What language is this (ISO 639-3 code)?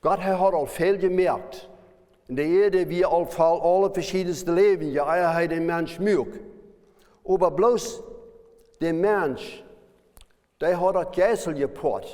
pdt